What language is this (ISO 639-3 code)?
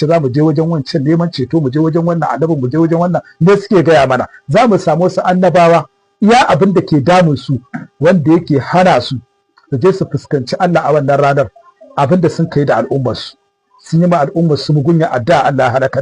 hau